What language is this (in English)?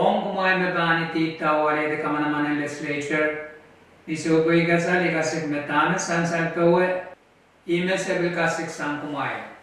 Pohnpeian